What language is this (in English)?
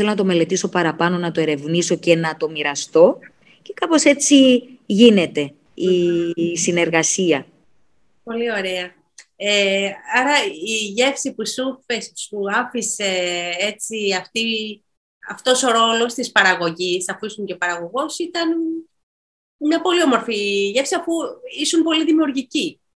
Greek